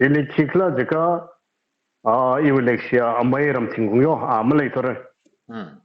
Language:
Tangkhul Naga (India)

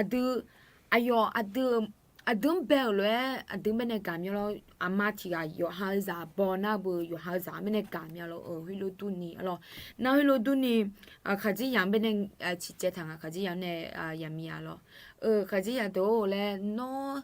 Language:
Akha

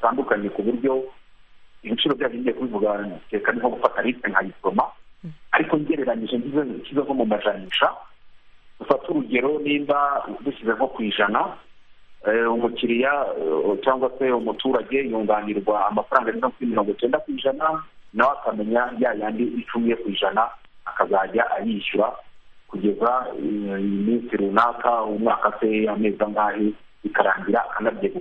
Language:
Kinyarwanda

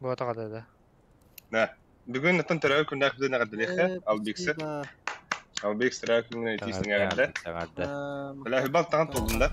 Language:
Yakut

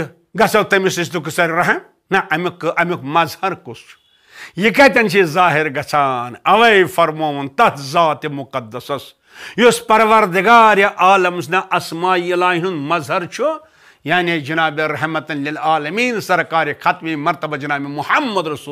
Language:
Kashmiri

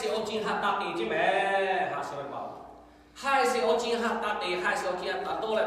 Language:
Lahu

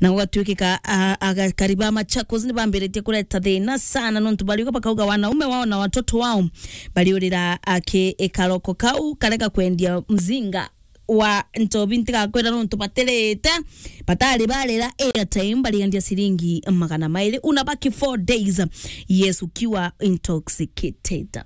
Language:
Meru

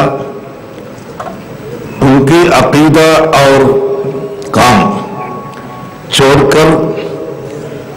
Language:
Malayalam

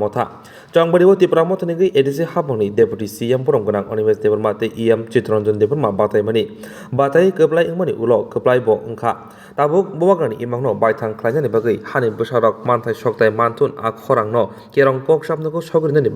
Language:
Kok Borok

